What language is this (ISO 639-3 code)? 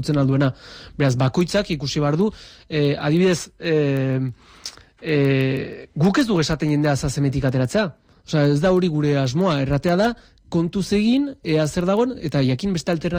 eus